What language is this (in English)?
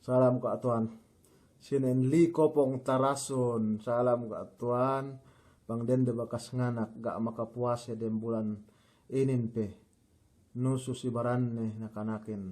Yakan